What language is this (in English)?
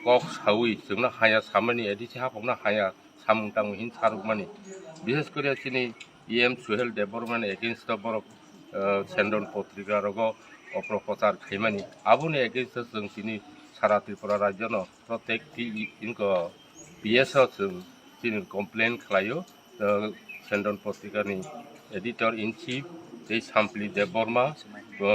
Kok Borok